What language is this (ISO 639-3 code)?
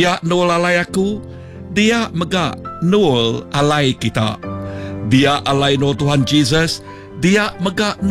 iba